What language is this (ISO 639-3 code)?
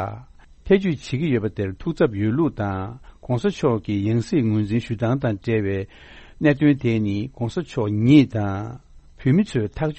bod